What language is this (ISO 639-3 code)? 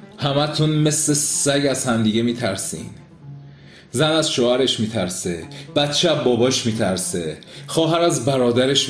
fas